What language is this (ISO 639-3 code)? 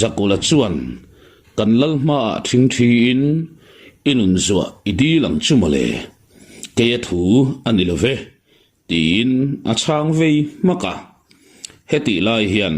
lus